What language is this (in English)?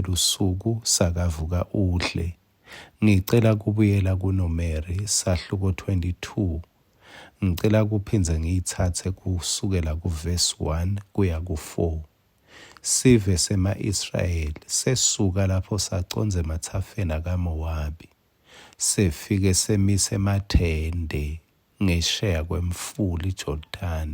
Swati